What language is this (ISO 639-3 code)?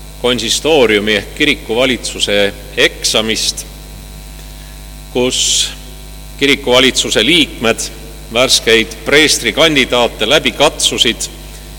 est